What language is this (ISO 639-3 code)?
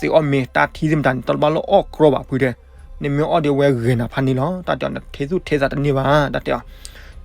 ksw